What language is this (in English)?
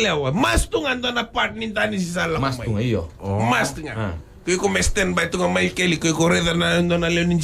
Fijian